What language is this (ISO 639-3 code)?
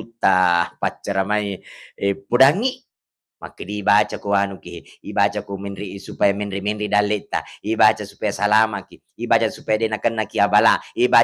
bug